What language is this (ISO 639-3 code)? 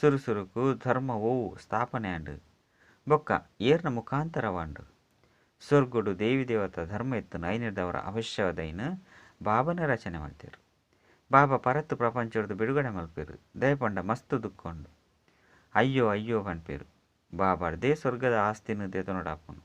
tcy